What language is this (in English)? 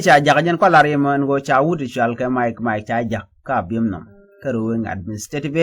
Nuer